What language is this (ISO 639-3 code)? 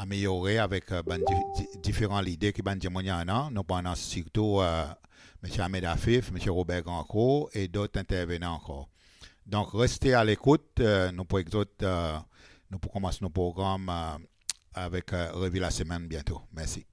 crs